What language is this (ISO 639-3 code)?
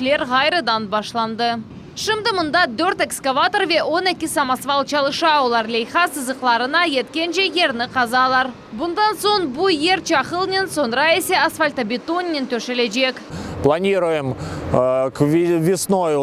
crh